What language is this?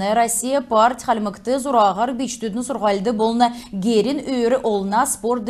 Kalmyk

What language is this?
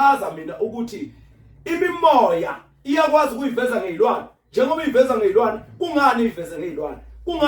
Zulu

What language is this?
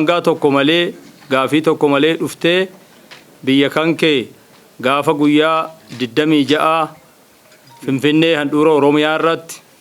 Oromo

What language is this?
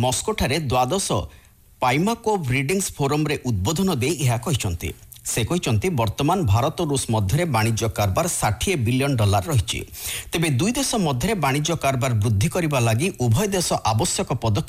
Odia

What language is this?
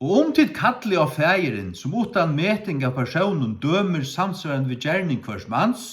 Faroese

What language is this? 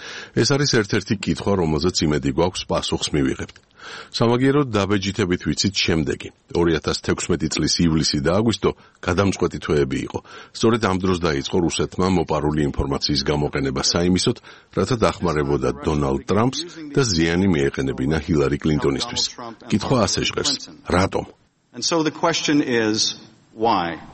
Georgian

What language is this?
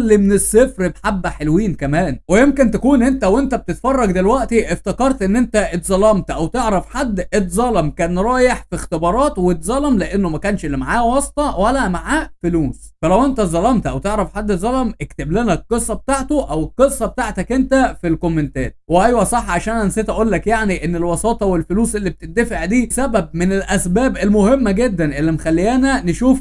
Egyptian Arabic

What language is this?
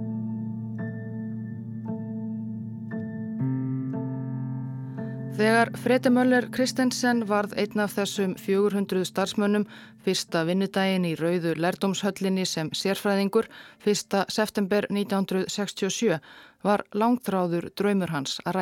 Icelandic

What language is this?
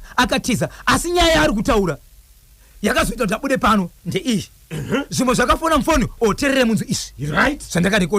Shona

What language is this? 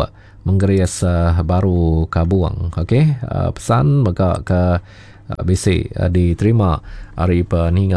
Iban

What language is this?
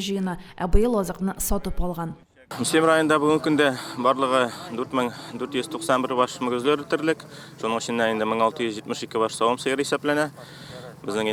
Tatar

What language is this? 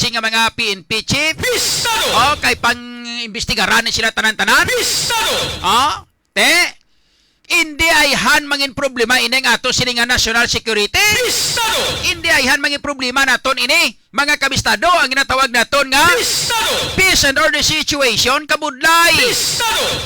Hiligaynon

